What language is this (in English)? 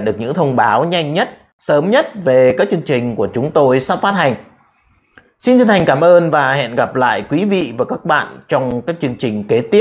Vietnamese